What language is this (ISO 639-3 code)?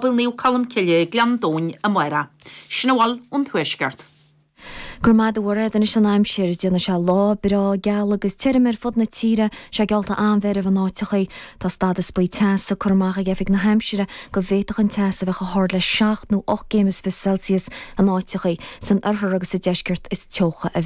gle